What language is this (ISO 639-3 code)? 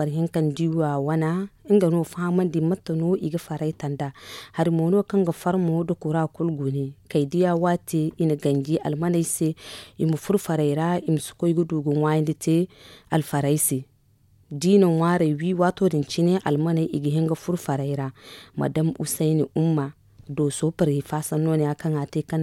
dje